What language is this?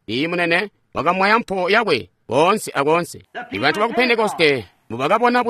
Tonga (Zambia)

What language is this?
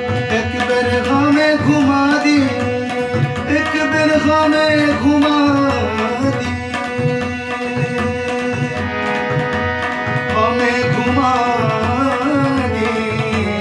Bhojpuri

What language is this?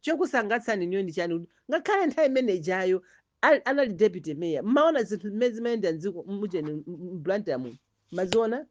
Nyanja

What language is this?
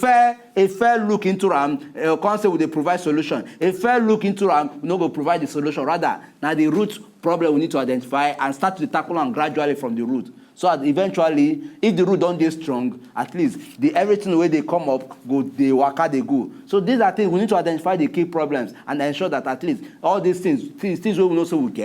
Nigerian Pidgin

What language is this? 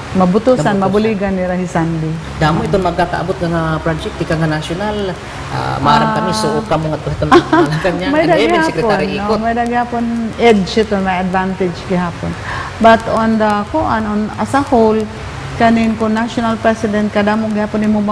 Waray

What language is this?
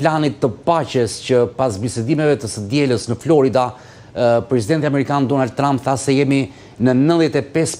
Albanian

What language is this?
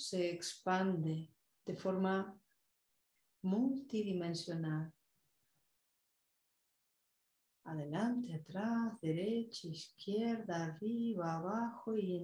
Spanish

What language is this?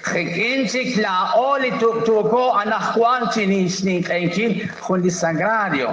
Kekchí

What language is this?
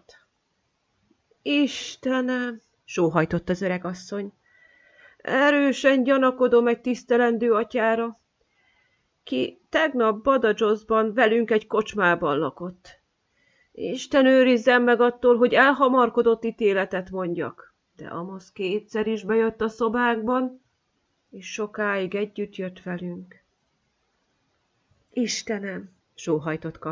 Hungarian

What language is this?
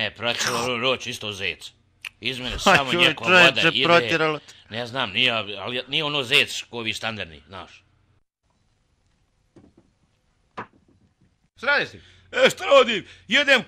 Bosnian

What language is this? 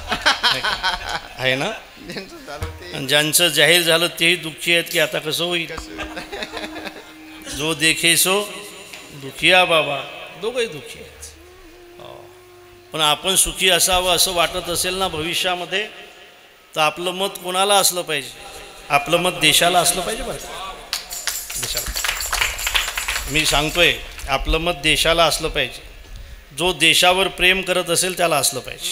Marathi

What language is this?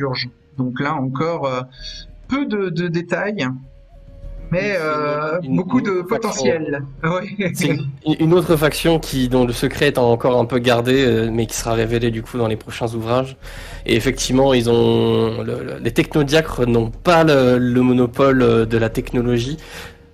French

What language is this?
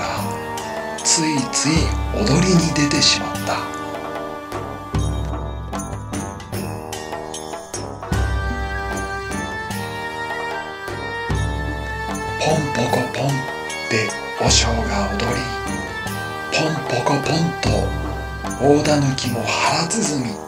Japanese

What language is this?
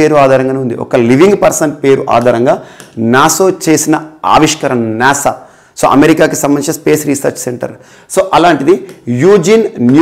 Telugu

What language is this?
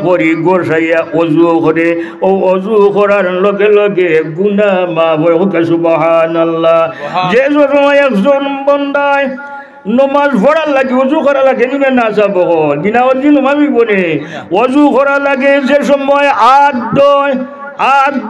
Sylheti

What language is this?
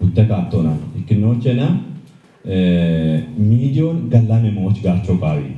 Kafa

